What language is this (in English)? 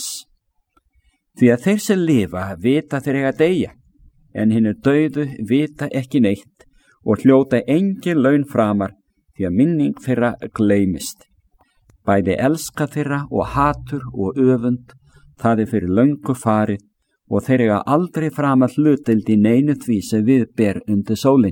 Icelandic